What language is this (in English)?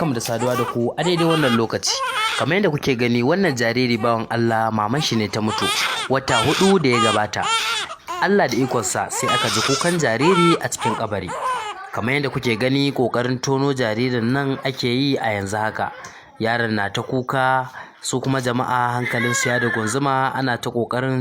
Hausa